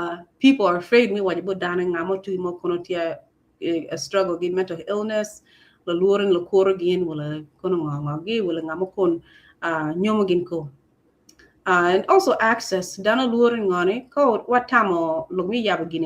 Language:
Acoli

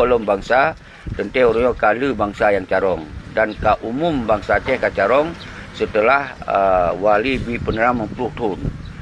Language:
Achinese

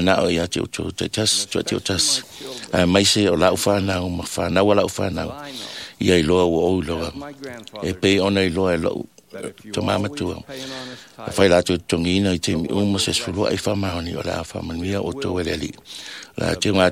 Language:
Samoan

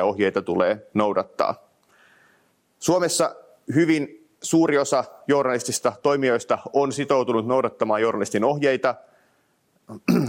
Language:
Finnish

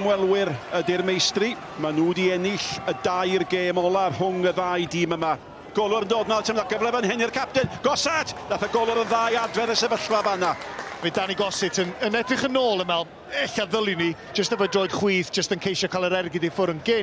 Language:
Welsh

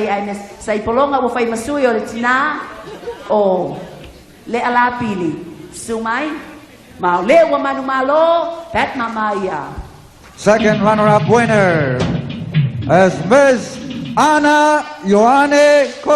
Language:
Samoan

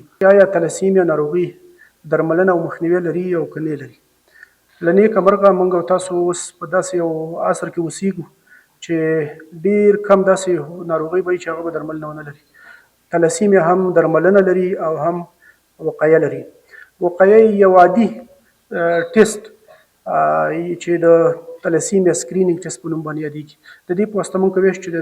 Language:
Pashto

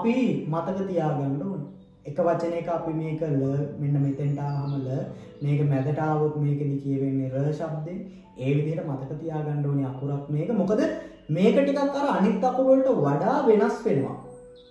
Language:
Sinhala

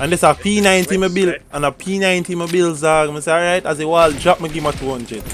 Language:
Jamaican Creole English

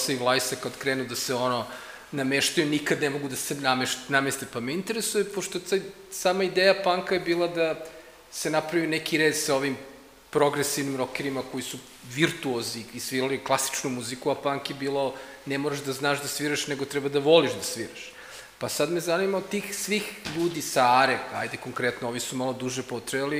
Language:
Serbian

